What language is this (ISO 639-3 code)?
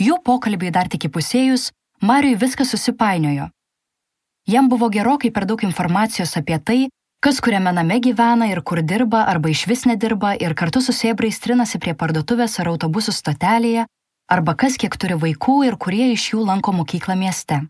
lit